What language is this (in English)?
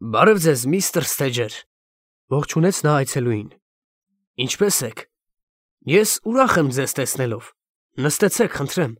Armenian